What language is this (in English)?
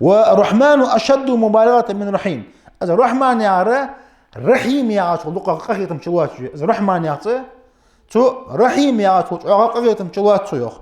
Ingush